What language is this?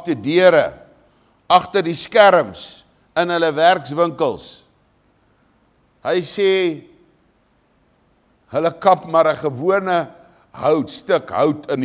Afrikaans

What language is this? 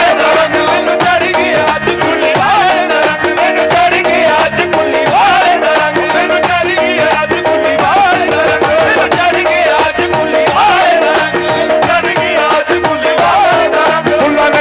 Punjabi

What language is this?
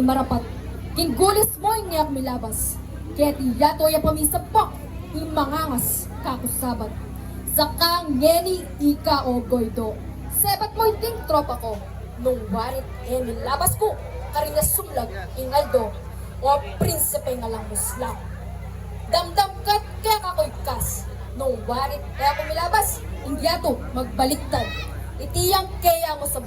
Pampanga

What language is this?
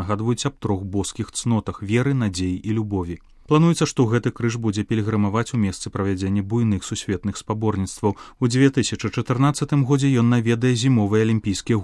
Belarusian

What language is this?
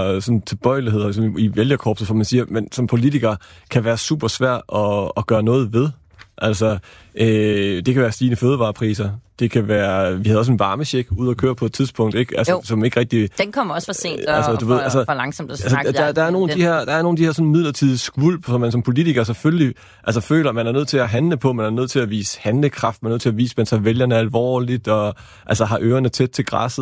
Danish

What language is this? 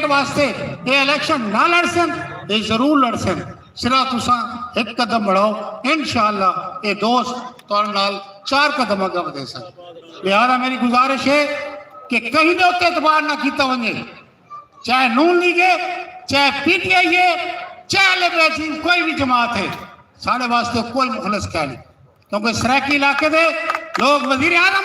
Saraiki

